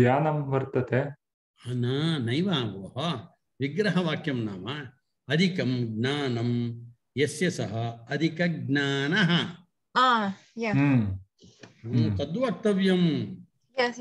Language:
Sanskrit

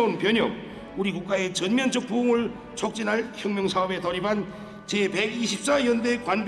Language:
Korean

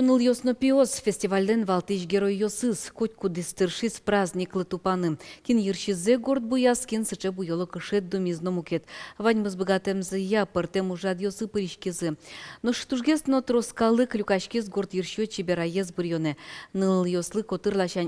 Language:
Udmurt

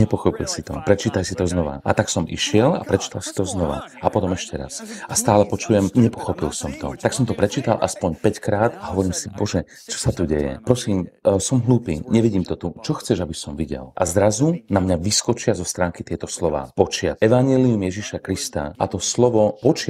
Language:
Slovak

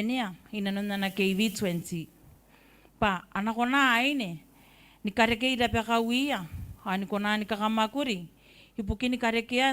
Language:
Gilbertese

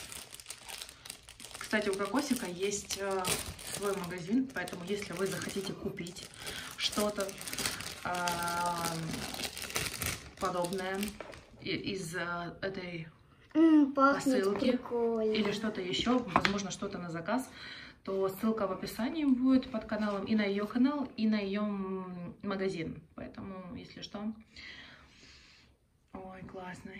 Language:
Russian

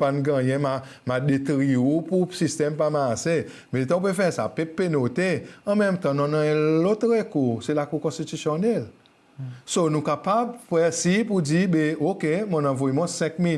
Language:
Seselwa Creole French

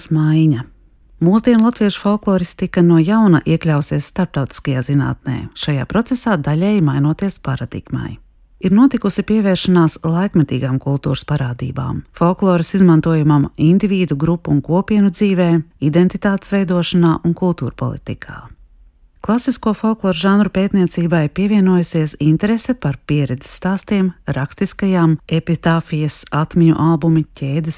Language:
Latvian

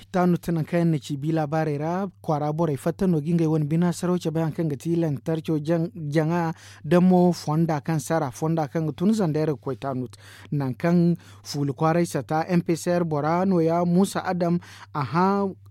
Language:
Zarma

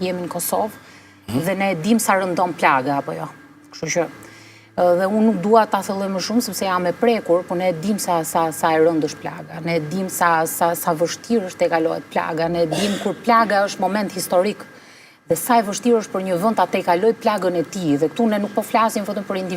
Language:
Albanian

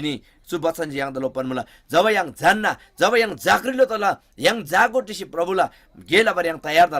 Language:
Eastern Tamang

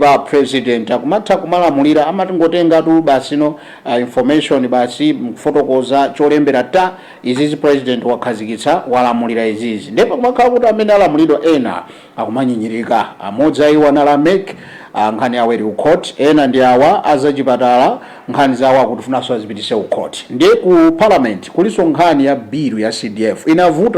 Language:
Nyanja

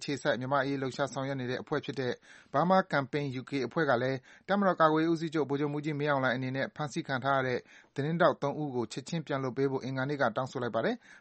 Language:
Burmese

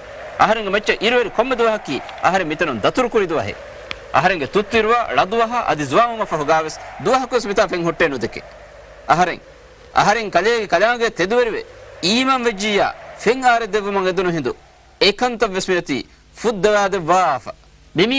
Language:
Divehi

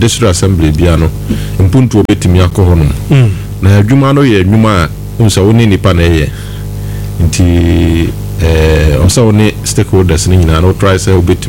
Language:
Akan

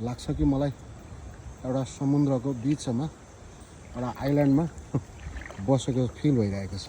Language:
Nepali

